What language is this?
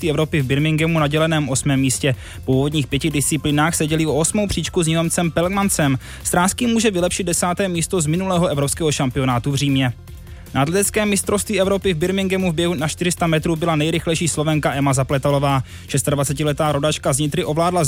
Czech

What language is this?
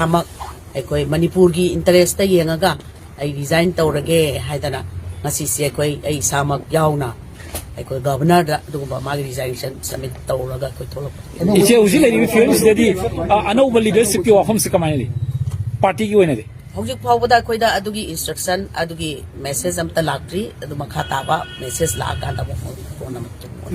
Manipuri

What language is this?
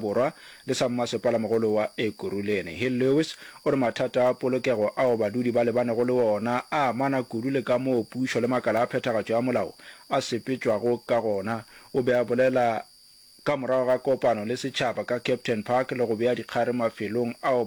Northern Sotho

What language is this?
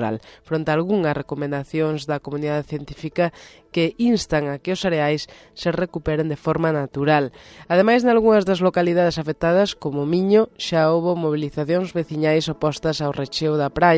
Galician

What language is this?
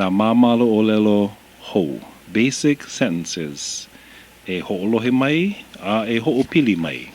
Hawaiian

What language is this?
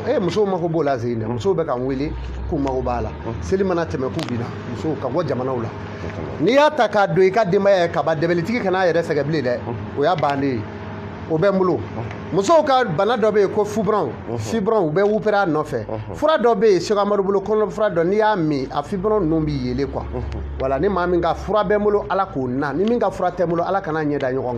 Bambara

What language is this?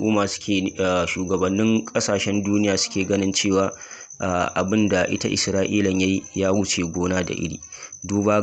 Hausa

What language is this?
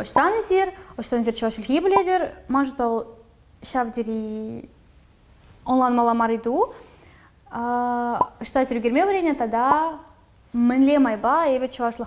Chuvash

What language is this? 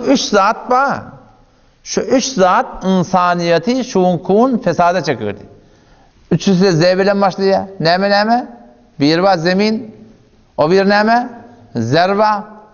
Turkmen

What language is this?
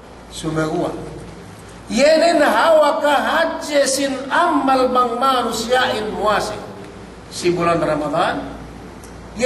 Yakan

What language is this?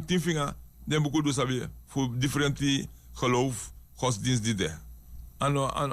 Sranan Tongo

